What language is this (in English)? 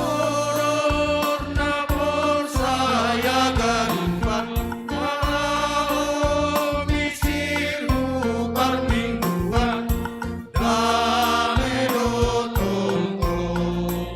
Batak Simalungun